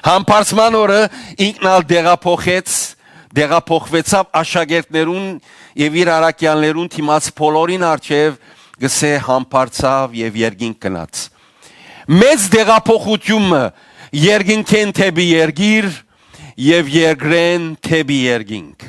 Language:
Western Armenian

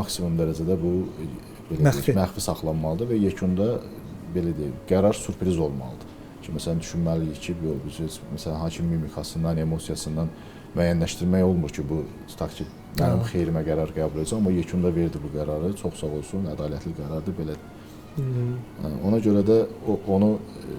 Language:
Azerbaijani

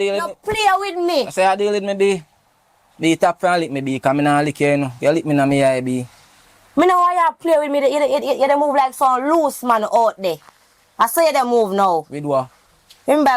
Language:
Jamaican Creole English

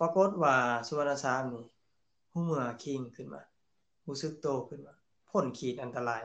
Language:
Lao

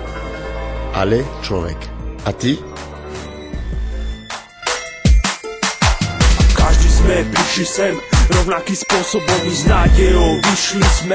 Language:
Slovak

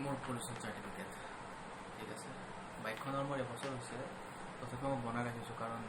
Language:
Assamese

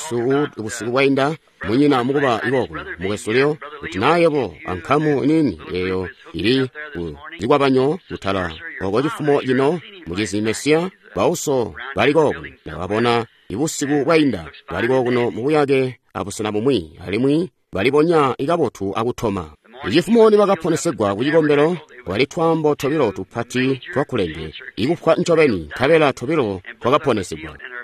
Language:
Tonga (Zambia)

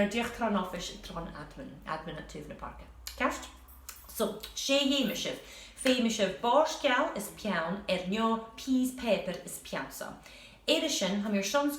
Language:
Scottish Gaelic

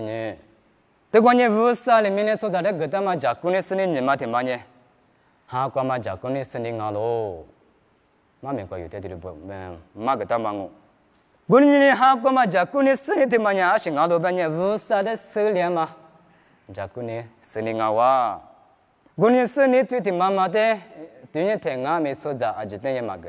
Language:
Lisu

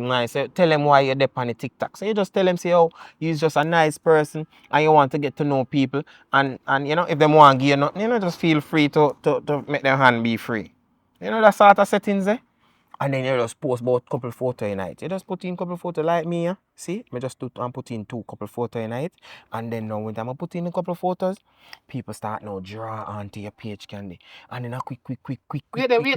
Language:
Jamaican Creole English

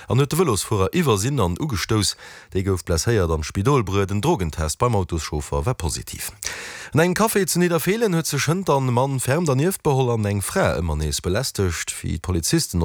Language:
Luxembourgish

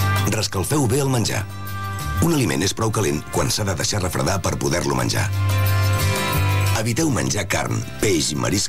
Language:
Catalan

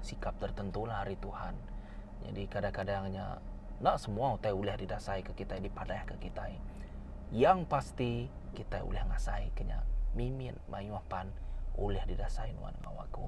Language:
Iban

